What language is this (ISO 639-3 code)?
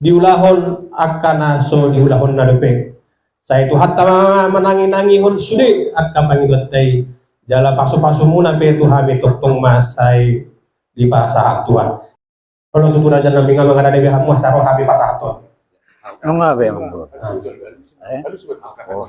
bbc